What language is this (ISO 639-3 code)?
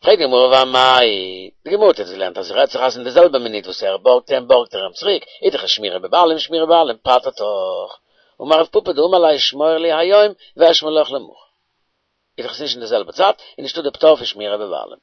yid